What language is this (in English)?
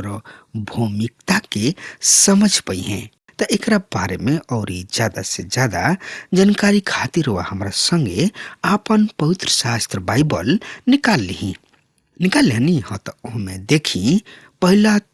Bhojpuri